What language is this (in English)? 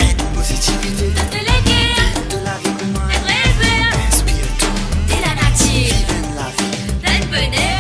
Morisyen